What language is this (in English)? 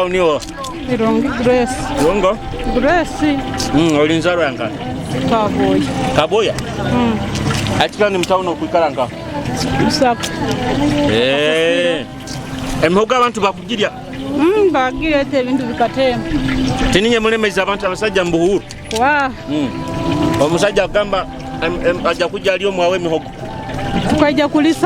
Nyoro